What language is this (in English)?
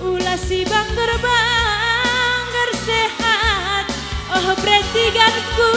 Batak Karo